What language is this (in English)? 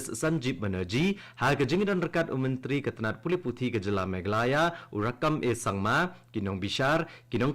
Khasi